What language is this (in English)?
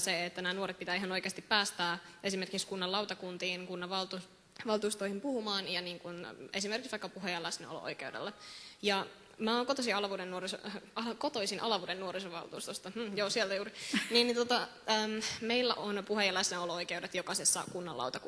Finnish